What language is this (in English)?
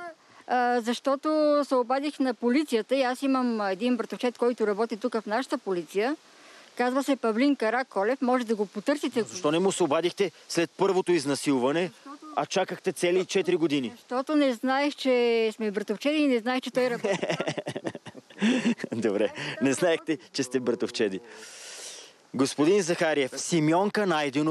Bulgarian